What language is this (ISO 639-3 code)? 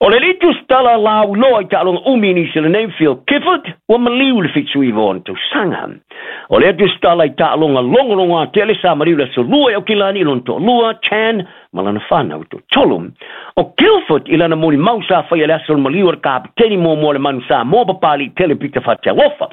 smo